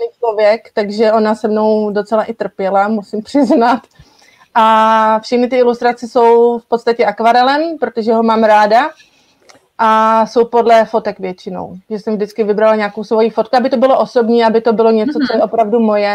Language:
Czech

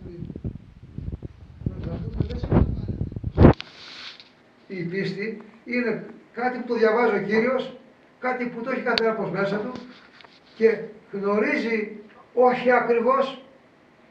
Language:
Greek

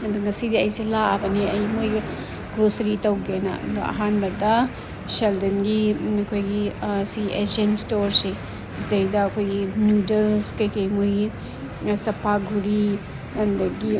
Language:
Manipuri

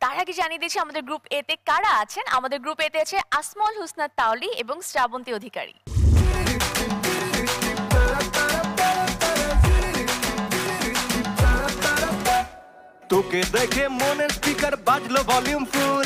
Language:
Bangla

